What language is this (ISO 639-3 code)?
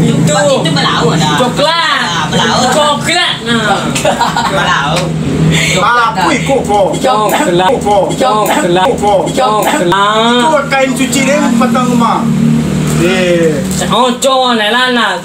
min